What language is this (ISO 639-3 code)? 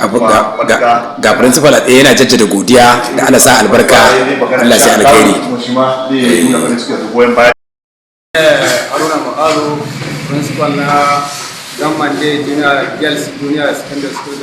hau